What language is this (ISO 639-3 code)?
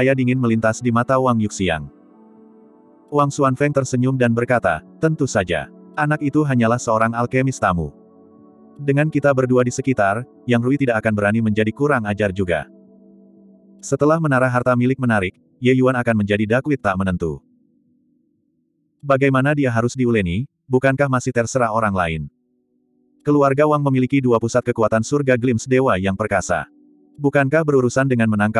ind